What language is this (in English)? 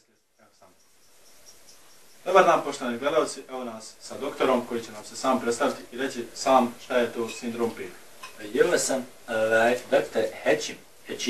Bosnian